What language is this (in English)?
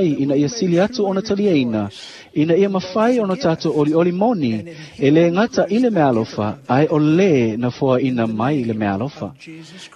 Samoan